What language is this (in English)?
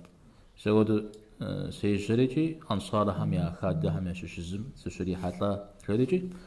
Kabardian